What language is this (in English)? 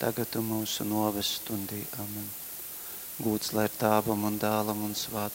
Latgalian